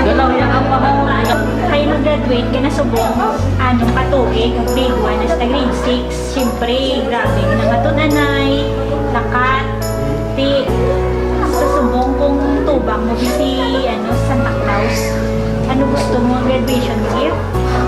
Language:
Hiligaynon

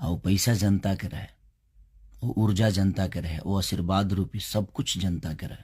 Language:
Bhojpuri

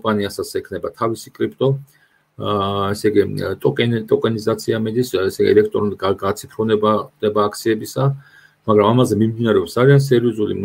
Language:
Georgian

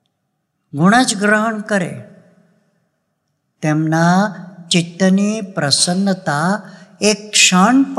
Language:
Gujarati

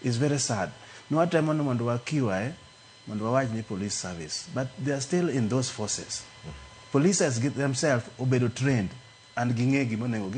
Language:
Luo (Kenya and Tanzania)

